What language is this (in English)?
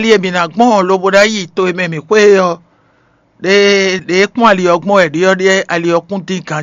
Fon